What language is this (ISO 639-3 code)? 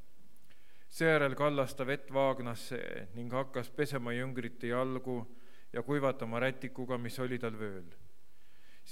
est